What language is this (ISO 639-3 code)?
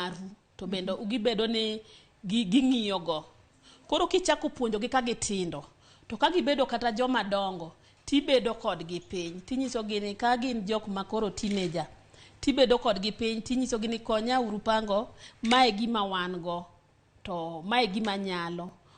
luo